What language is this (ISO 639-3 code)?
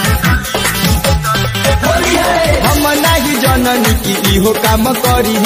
bho